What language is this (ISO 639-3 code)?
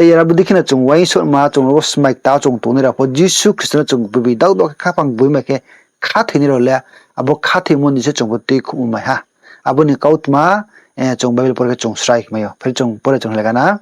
ria